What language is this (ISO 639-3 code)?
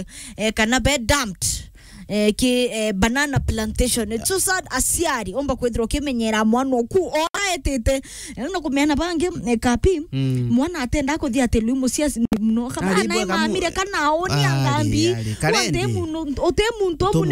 mer